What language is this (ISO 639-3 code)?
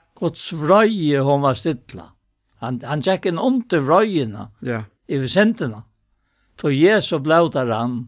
fao